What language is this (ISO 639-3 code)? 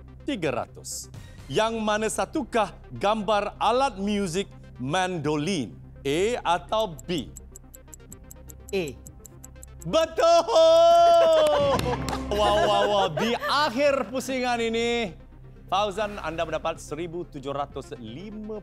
msa